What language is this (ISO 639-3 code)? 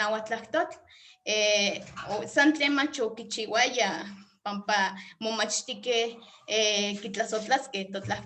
nhe